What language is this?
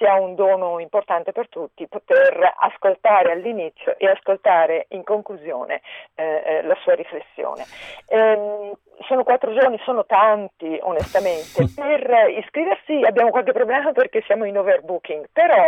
Italian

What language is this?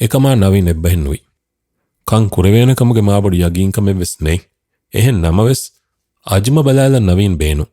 Divehi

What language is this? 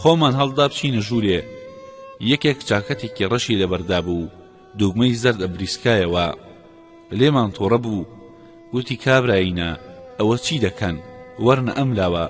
Central Kurdish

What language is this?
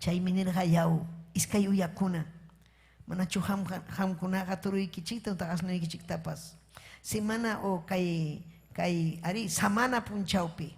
Ayacucho Quechua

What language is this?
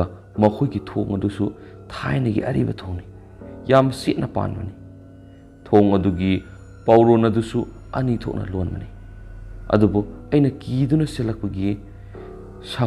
Manipuri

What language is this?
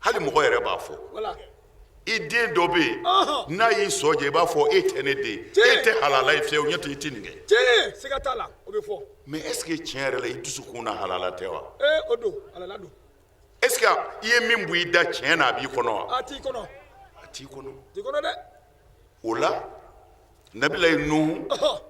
Bambara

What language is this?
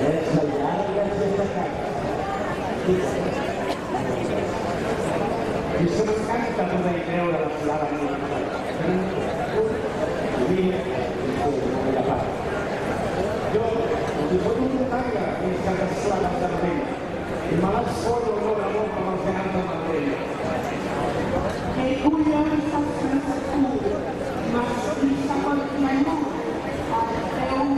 Catalan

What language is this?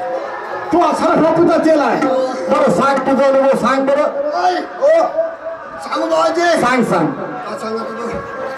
Marathi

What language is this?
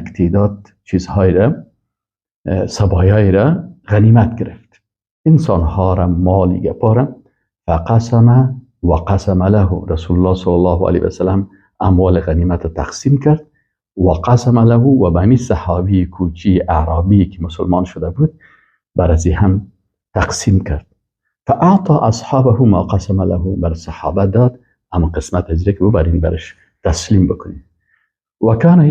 Persian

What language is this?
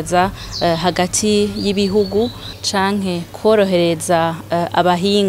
Rundi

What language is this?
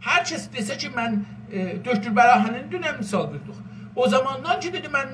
South Azerbaijani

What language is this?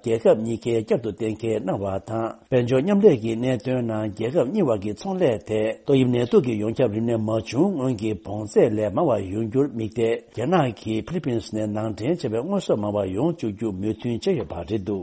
Tibetan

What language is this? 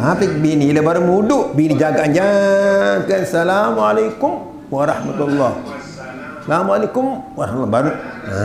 Sasak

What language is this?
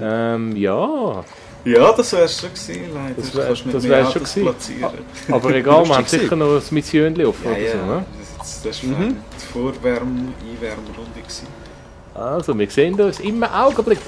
Swiss German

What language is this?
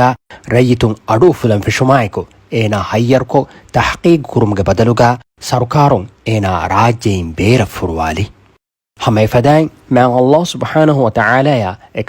Divehi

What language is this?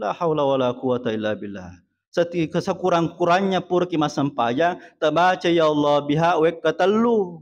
Buginese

